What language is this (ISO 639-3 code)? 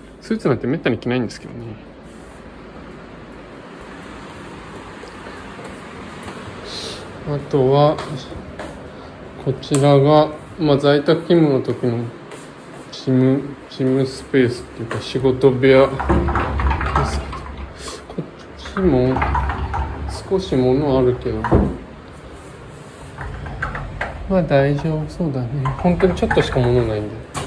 jpn